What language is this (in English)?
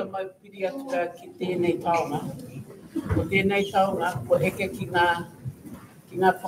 Māori